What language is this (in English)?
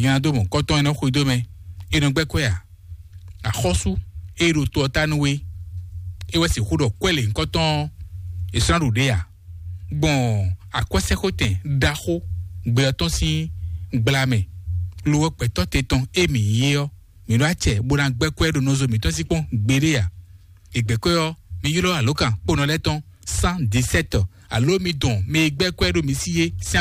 Fon